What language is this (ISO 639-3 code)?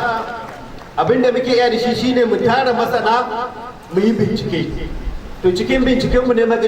hau